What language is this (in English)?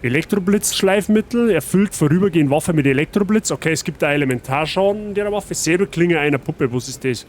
Bavarian